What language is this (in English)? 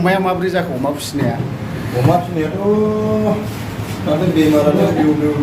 Bodo